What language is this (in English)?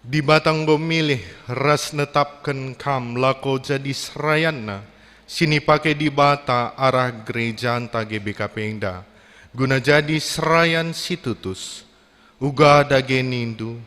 Batak Karo